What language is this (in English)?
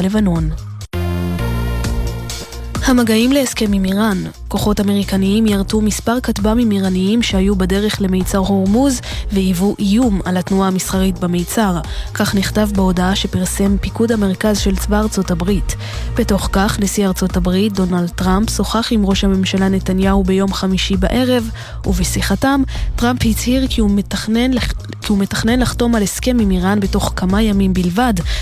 Hebrew